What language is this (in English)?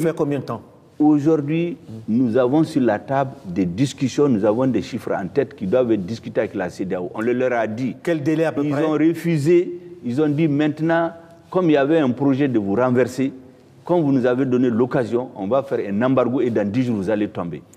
French